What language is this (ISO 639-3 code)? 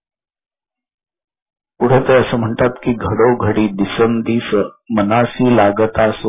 mar